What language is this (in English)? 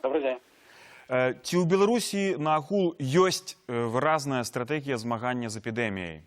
Belarusian